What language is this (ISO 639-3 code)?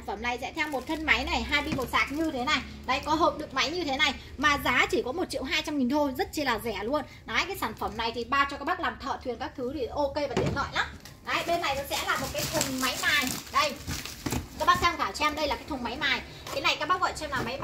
vie